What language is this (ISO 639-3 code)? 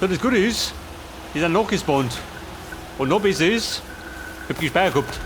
bar